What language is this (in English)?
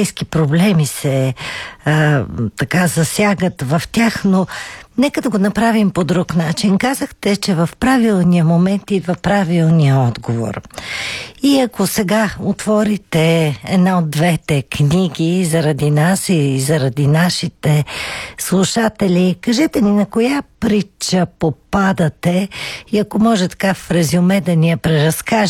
Bulgarian